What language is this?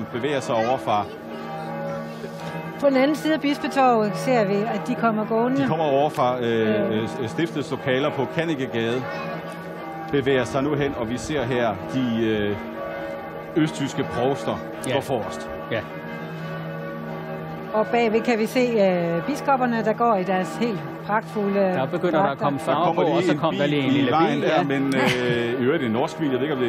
Danish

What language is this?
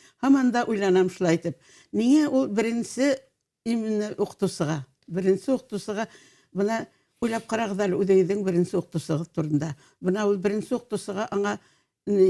Bashkir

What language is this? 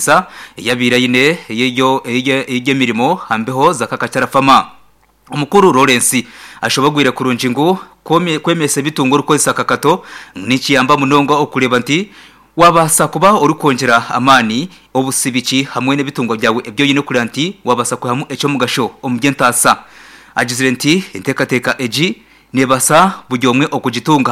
Nyankole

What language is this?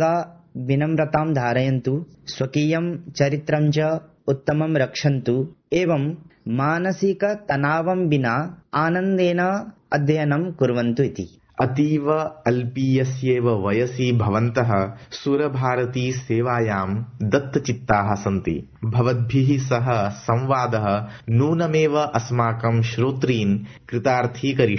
Sanskrit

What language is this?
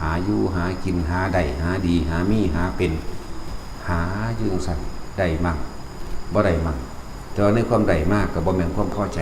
Northeastern Thai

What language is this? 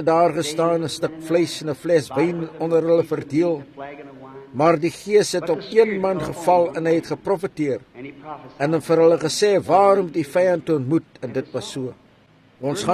Afrikaans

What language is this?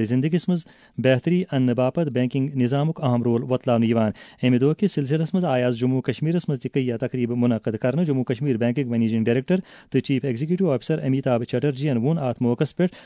Kashmiri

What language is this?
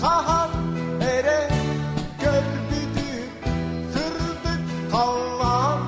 Yakut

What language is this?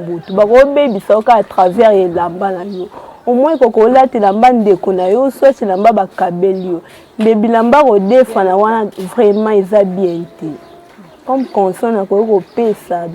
Lingala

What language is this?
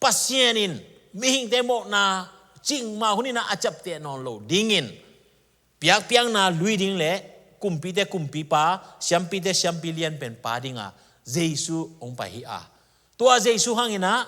Tedim Chin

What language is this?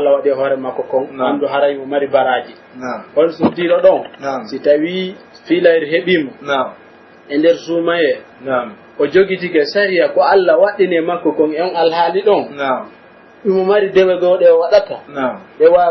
Pular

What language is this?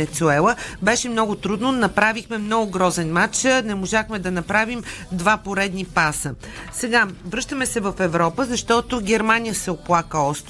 Bulgarian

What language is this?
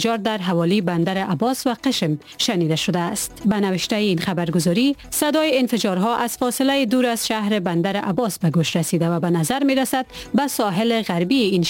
Persian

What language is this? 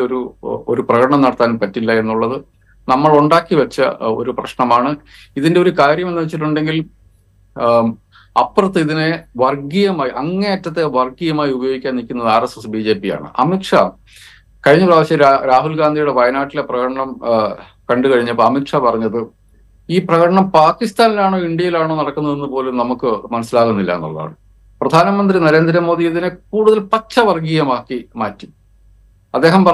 Malayalam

